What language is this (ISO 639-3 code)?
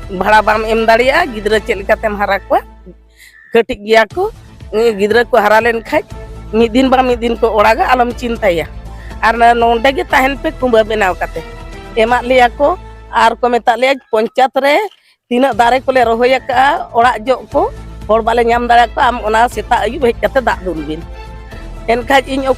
sat